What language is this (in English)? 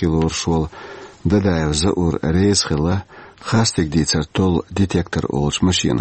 Chechen